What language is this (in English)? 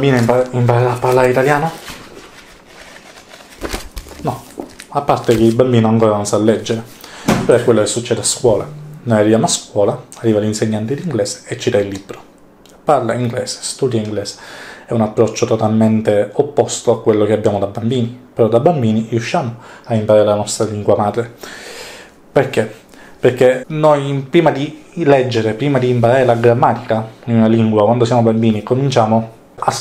Italian